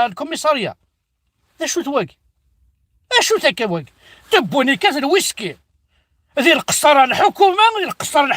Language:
Kabyle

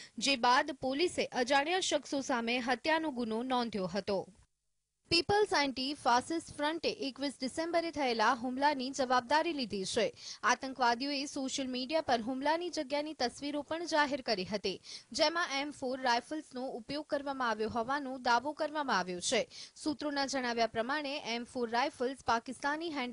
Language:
Gujarati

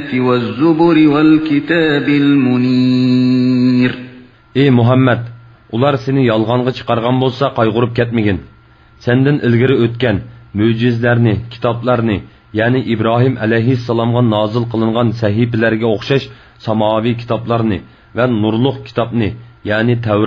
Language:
Uyghur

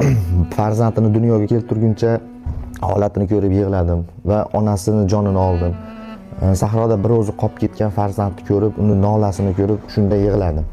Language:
Uzbek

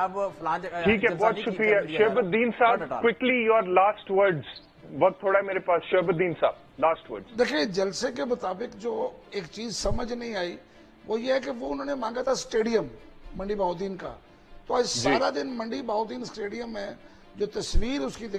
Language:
Urdu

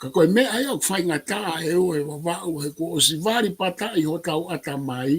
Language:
Tongan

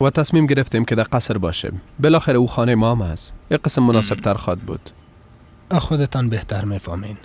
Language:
Persian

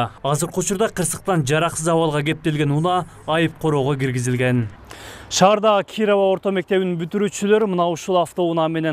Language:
Kyrgyz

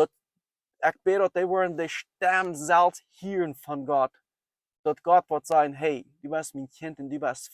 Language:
Plautdietsch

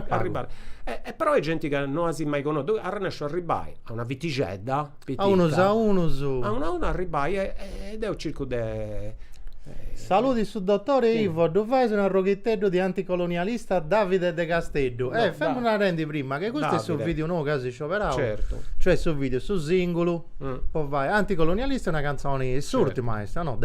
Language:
Sardinian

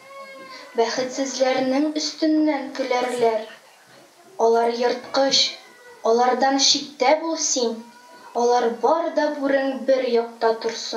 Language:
Tatar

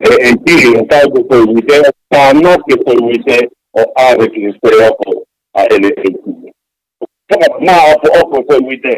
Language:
Tongan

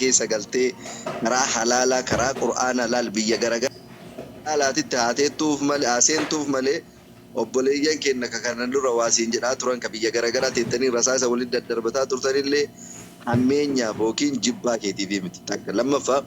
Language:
Oromo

